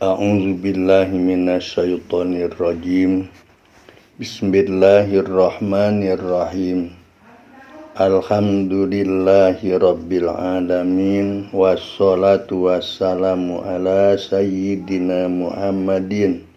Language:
Sundanese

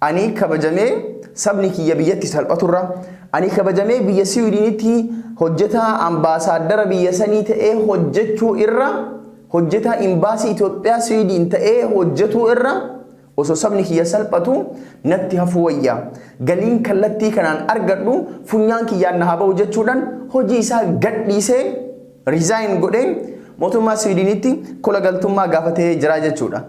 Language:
Oromo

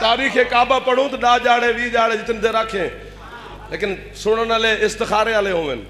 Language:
Saraiki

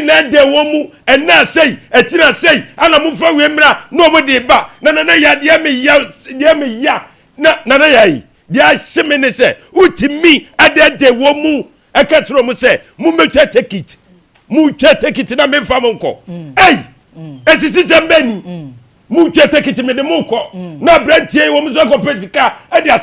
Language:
Akan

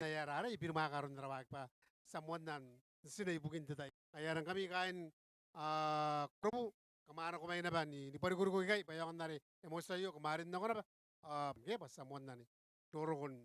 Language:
Gilbertese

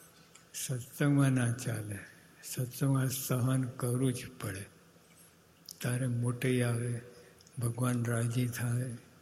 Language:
Gujarati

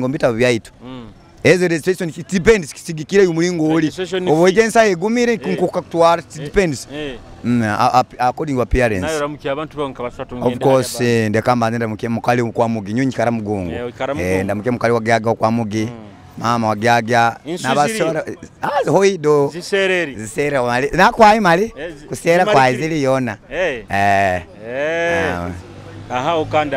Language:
Nyoro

